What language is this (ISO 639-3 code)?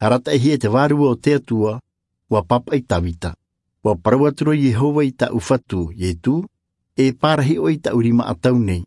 tah